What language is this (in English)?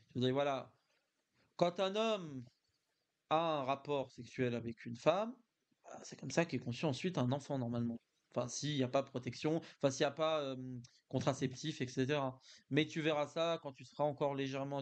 French